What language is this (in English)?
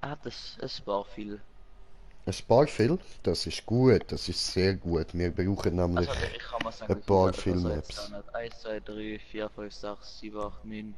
Swiss German